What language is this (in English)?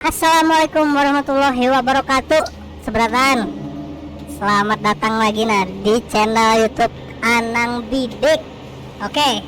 Banjar